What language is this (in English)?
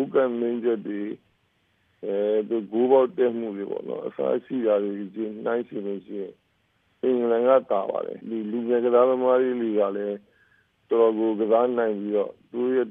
Burmese